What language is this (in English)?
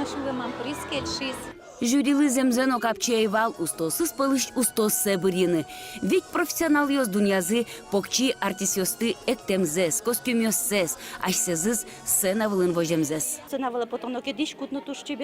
Udmurt